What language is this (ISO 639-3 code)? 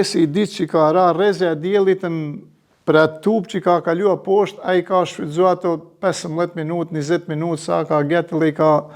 sqi